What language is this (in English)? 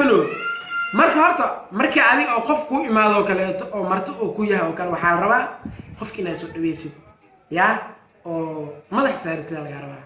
Somali